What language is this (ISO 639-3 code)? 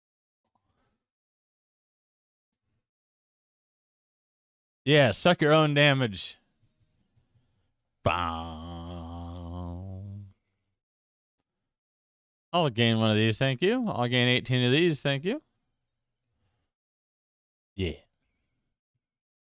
eng